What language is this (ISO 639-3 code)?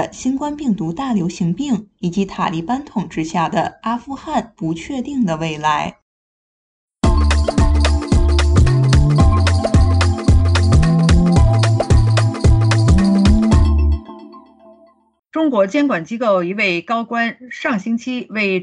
zho